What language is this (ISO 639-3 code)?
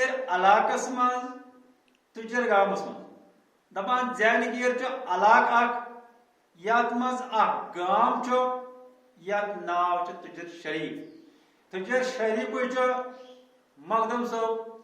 kas